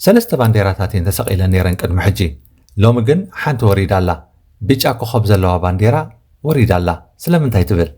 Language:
Tigrinya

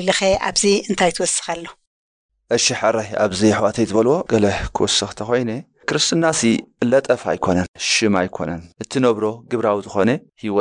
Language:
Tigrinya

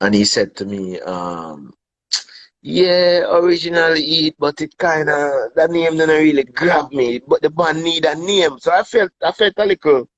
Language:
Jamaican Creole English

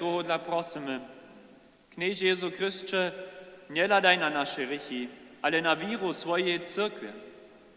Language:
Upper Sorbian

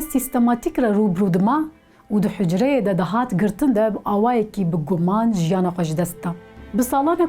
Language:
Kurdish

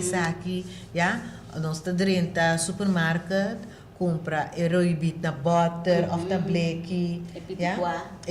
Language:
Papiamento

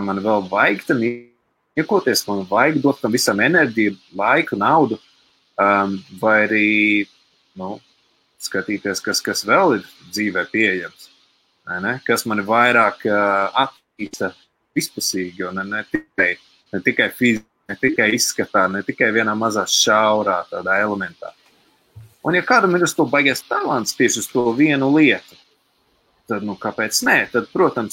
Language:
Latvian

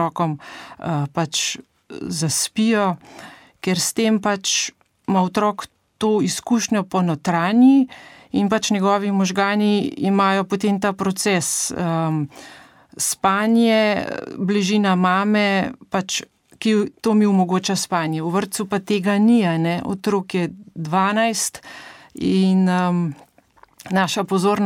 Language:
Slovenian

